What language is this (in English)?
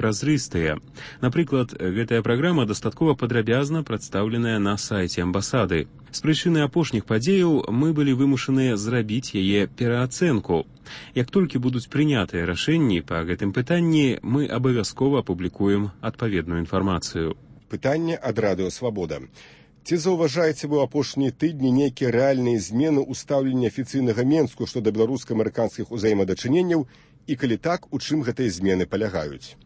Belarusian